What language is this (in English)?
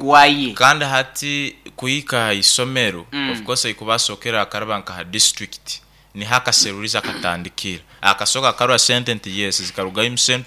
Nyoro